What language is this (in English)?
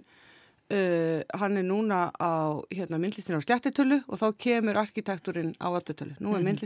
Icelandic